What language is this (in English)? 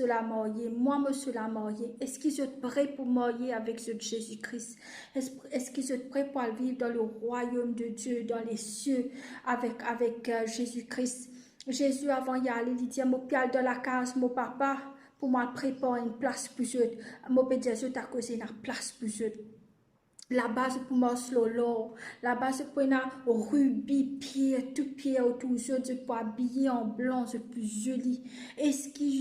Morisyen